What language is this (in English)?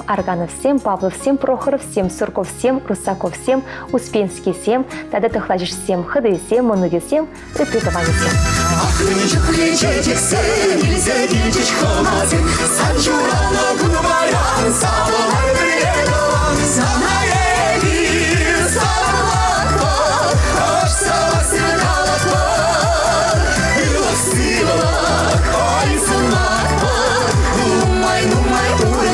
Chuvash